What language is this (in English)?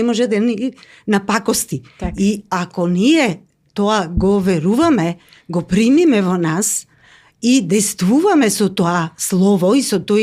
Macedonian